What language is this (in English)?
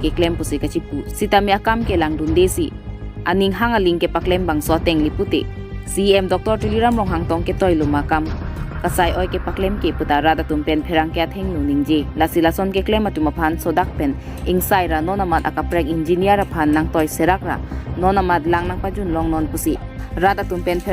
Karbi